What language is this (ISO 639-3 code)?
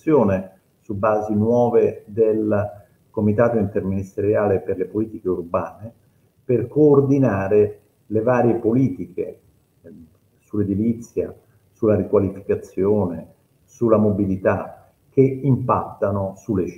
ita